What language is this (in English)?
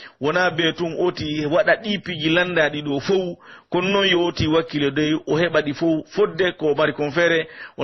Pular